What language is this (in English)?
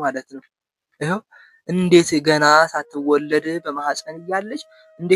Amharic